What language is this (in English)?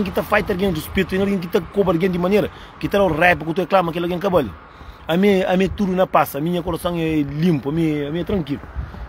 Kabuverdianu